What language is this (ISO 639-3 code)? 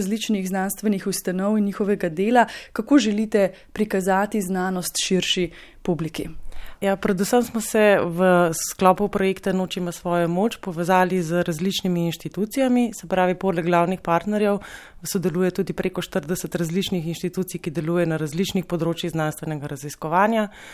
slv